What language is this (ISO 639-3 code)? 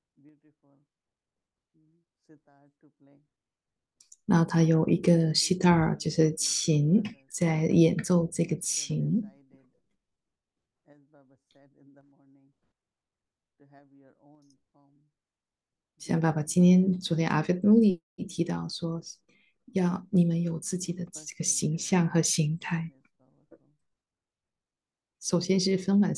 zho